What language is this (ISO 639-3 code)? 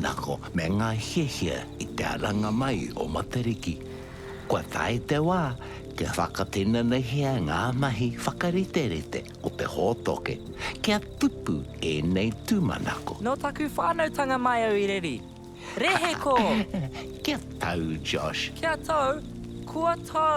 mri